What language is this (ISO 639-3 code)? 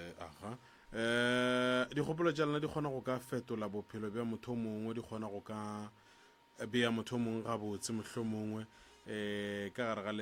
nso